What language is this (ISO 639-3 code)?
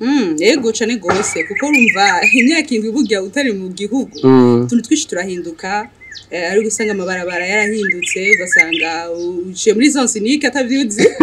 run